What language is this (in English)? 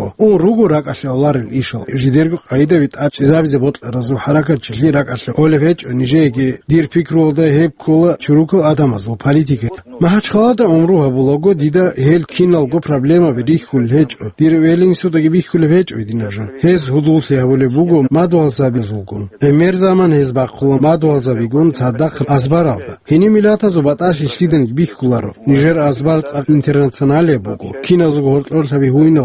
Avaric